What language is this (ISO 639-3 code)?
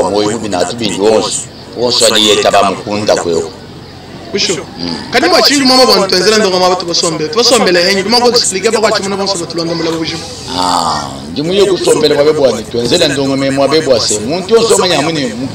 lua